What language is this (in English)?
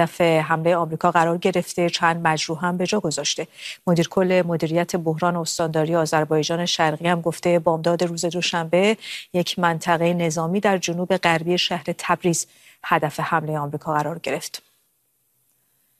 Persian